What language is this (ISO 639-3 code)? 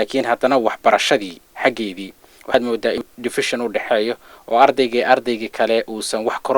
som